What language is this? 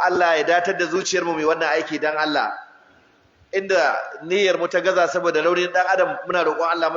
Hausa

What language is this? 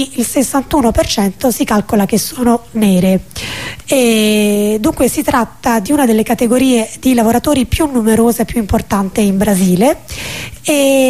Italian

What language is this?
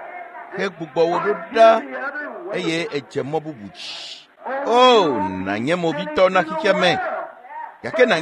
Ewe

